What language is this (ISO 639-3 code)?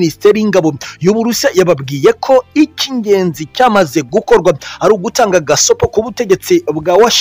kin